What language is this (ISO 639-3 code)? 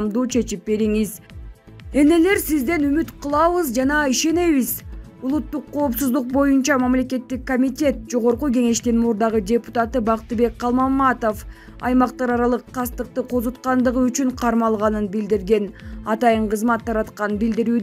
kir